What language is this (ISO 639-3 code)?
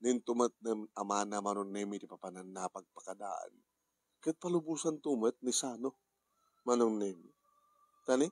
ilo